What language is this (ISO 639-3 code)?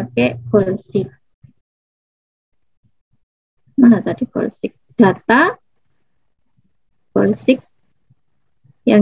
ind